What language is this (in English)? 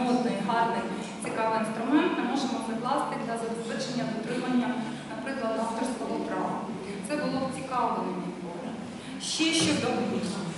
Ukrainian